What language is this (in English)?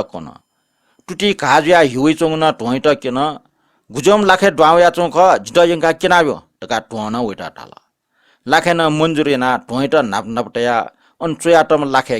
Newari